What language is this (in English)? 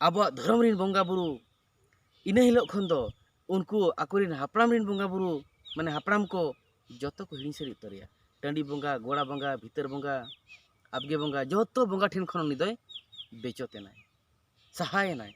Santali